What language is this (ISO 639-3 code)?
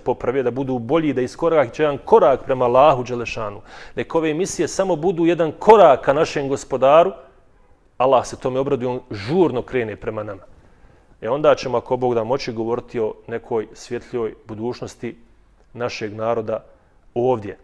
bos